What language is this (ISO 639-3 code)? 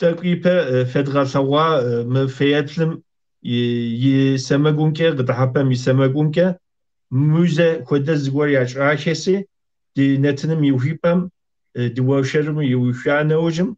kbd